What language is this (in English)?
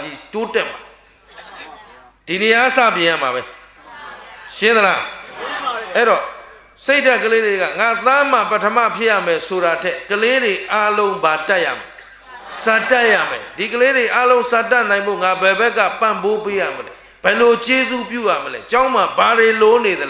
Burmese